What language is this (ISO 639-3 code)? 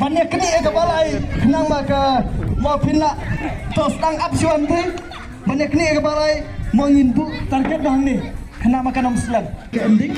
kha